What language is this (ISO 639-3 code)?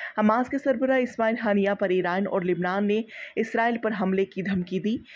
urd